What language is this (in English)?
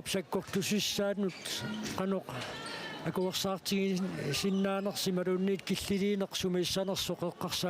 Kalaallisut